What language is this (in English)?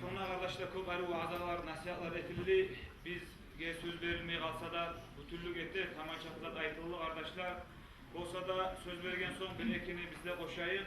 Kumyk